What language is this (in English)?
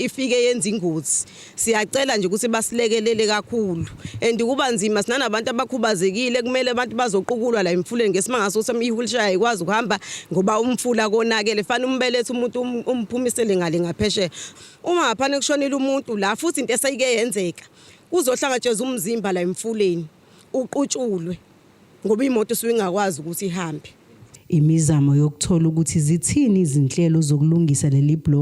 Zulu